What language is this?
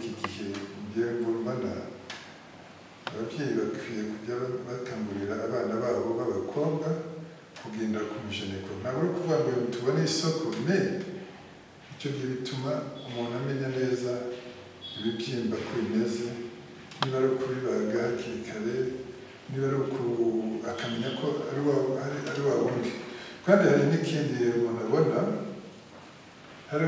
Kinyarwanda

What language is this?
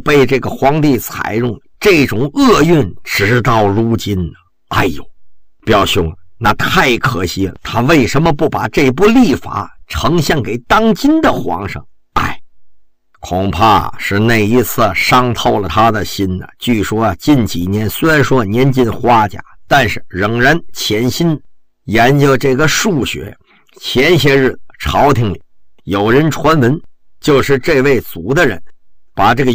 Chinese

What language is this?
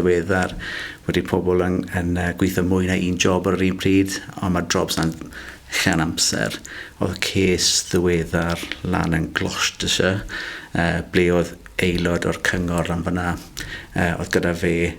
Welsh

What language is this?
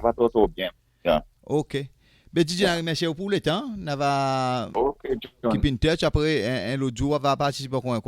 Seselwa Creole French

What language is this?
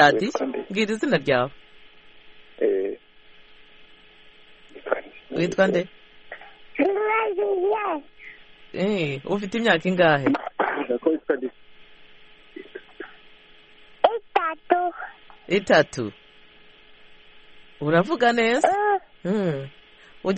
Kinyarwanda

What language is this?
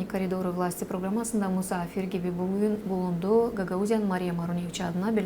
Gagauz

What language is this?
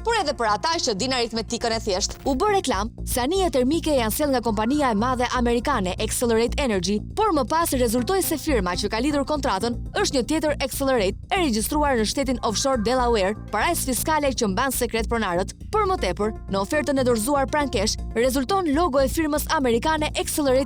Albanian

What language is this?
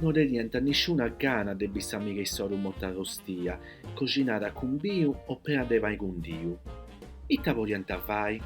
Sardinian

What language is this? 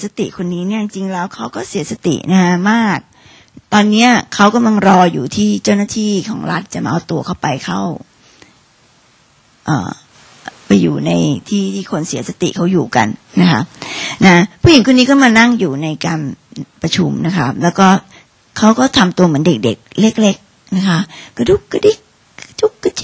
Thai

